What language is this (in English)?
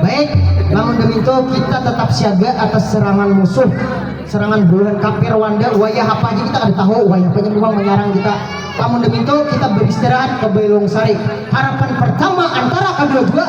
Banjar